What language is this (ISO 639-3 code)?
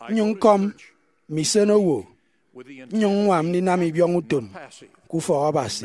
efi